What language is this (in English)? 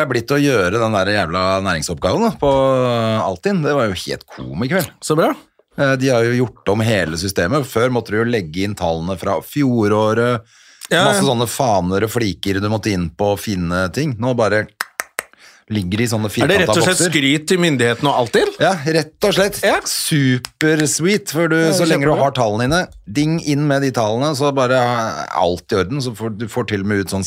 Norwegian